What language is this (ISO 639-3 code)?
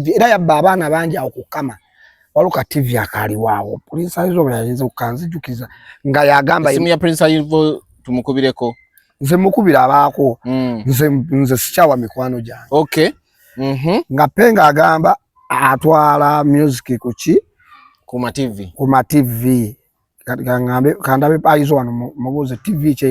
lug